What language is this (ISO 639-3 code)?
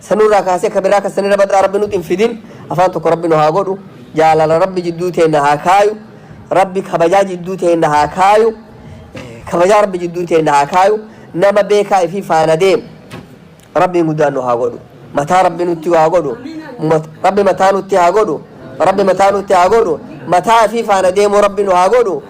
orm